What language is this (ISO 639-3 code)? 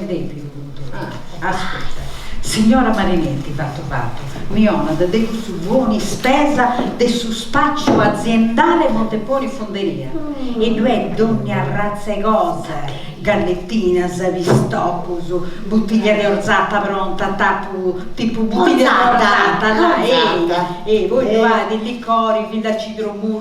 srd